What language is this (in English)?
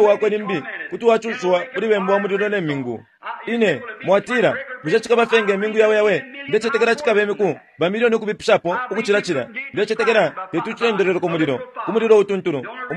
Bemba